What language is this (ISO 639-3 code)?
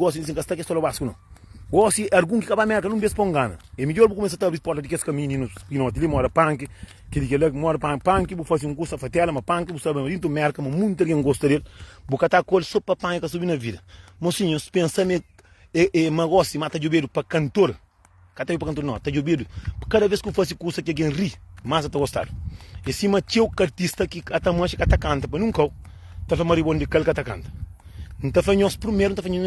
kea